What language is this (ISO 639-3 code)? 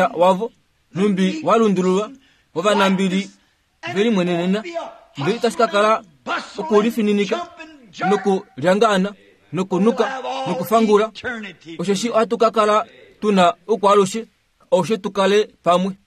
kua